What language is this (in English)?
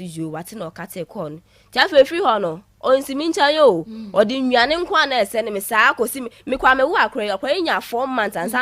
Akan